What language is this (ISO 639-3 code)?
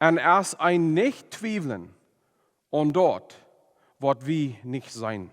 pdt